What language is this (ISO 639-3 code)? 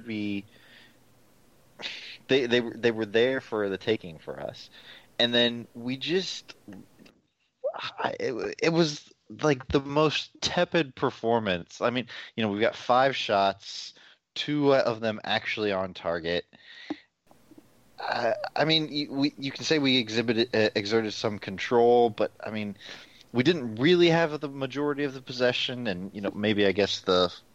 eng